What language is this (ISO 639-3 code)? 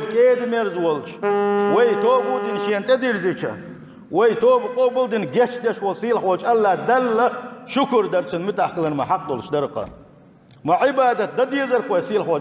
che